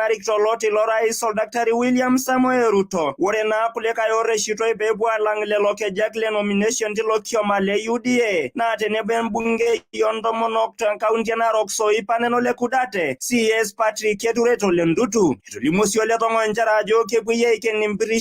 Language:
Masai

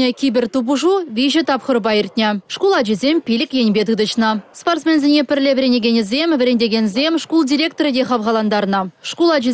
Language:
Chuvash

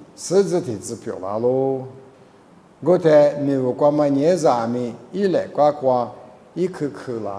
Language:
Lisu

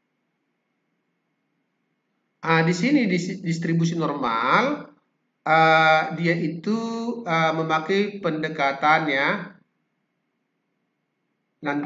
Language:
Indonesian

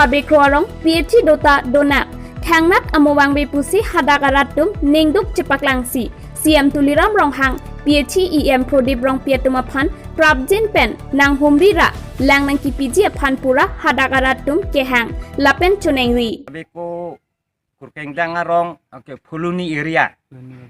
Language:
Karbi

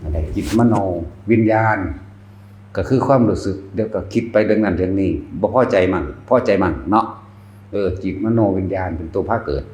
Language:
Northeastern Thai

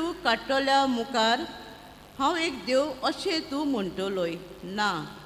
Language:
Konkani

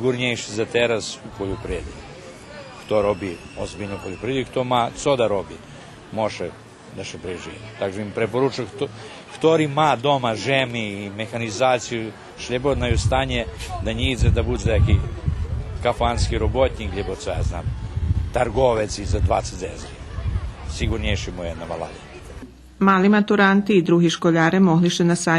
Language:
Rusyn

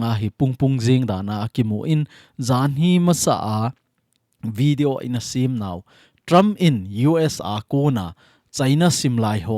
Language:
Thado Chin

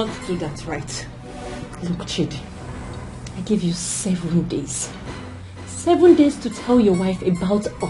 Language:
Nigerian Pidgin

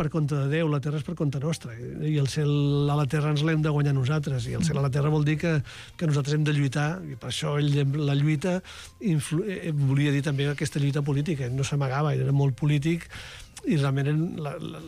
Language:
Catalan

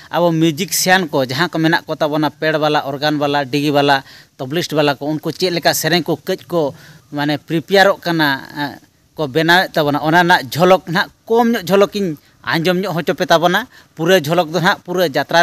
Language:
Santali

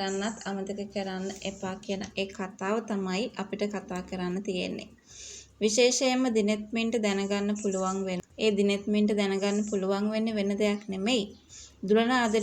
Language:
Sinhala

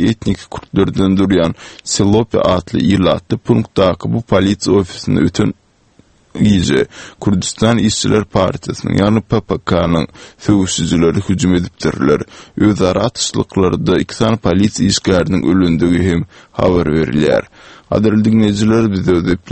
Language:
Turkmen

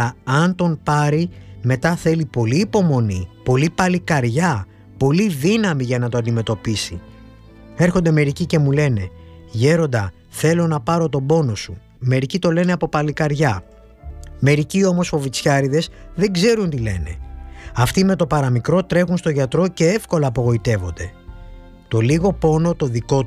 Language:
Greek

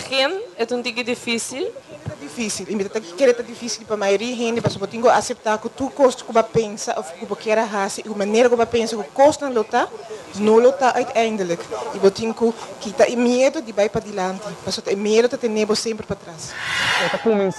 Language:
Papiamento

